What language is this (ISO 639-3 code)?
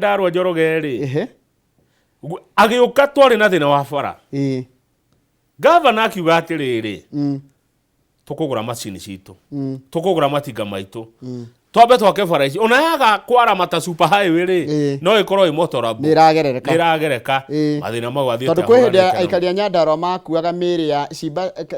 kik